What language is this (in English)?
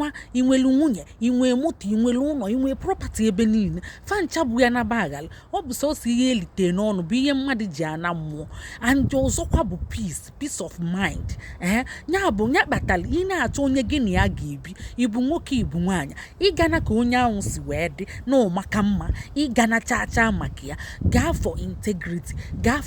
Igbo